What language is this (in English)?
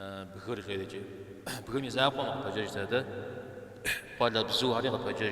Kabardian